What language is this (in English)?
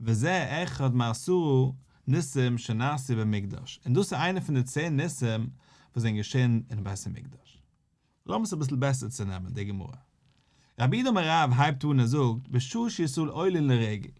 Yiddish